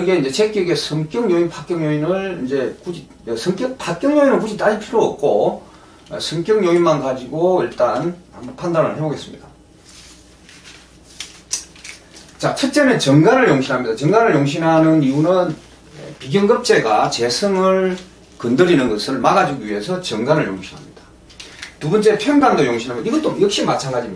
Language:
Korean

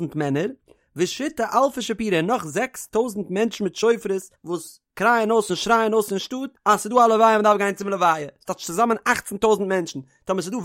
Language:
Yiddish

